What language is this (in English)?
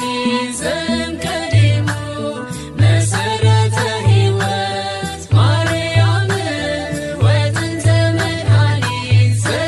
Tigrinya